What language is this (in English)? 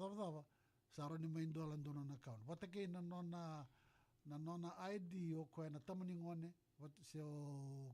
Fijian